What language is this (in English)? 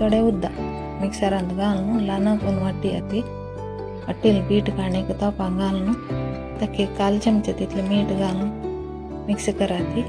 Konkani